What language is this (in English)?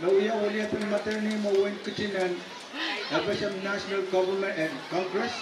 Pohnpeian